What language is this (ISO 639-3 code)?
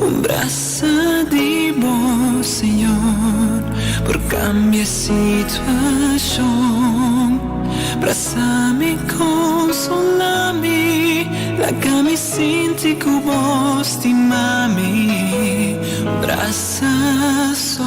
pap